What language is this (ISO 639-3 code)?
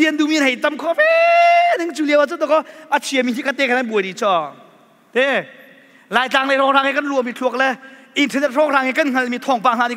cnh